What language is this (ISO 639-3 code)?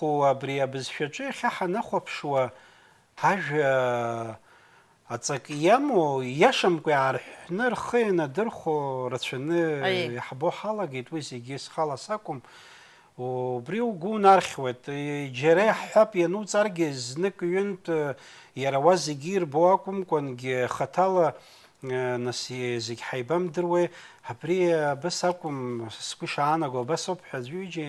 abk